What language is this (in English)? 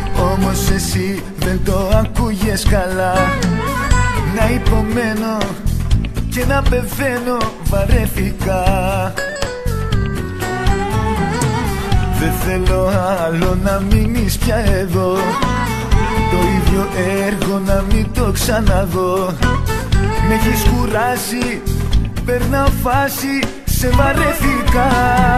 Greek